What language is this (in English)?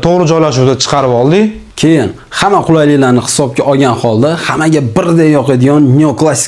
Uzbek